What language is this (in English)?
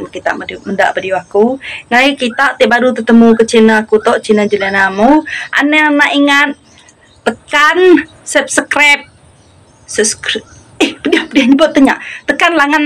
Iban